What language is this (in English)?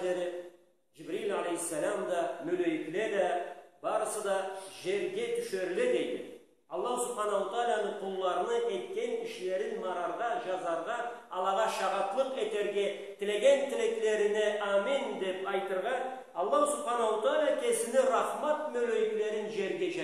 Karachay-Balkar